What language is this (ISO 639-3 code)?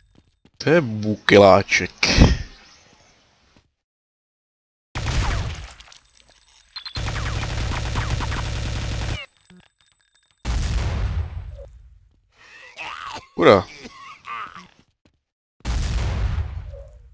ces